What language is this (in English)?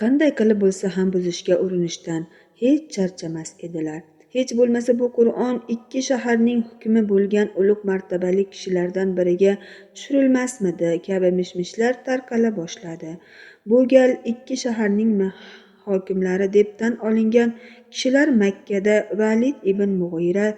Uzbek